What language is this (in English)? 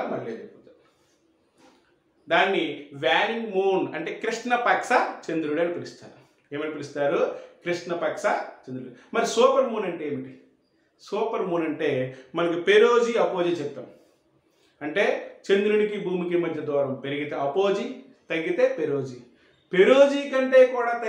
Telugu